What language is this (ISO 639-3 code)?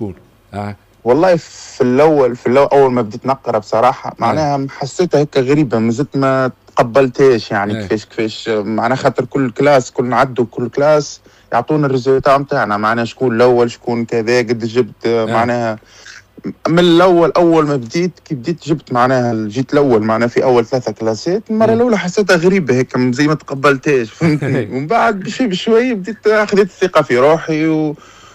aeb